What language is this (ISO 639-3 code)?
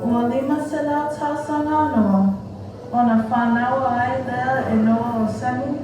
smo